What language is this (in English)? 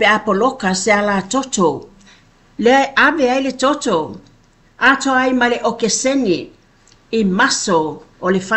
Samoan